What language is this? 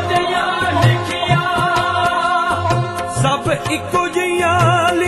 Punjabi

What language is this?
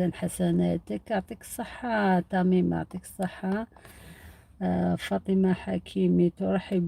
Algerian Arabic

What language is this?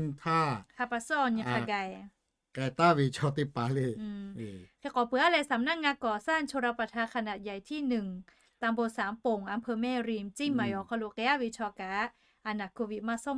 Lahu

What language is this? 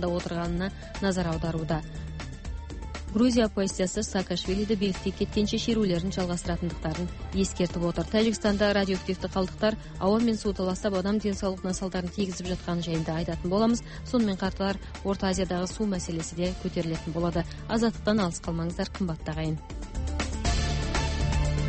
Kazakh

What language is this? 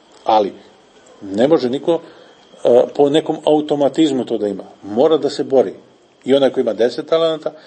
Serbian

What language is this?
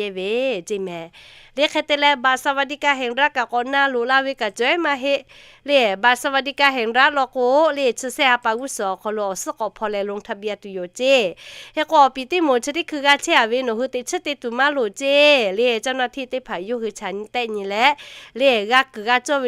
Lahu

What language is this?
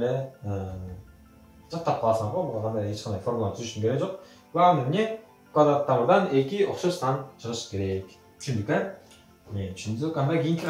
Kyrgyz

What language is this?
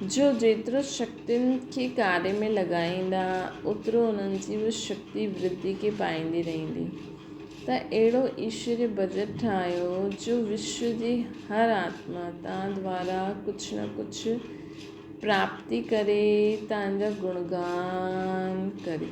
Sindhi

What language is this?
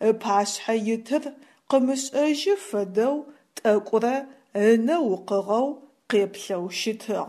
Adyghe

